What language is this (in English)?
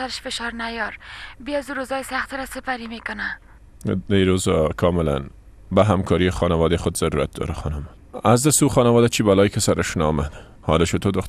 Persian